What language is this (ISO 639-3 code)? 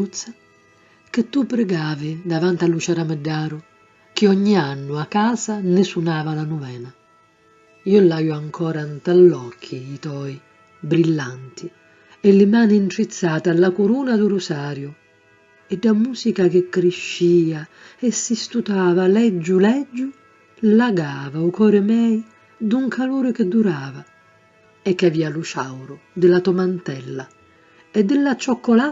scn